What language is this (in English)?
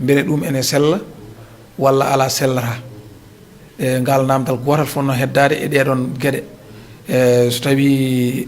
Fula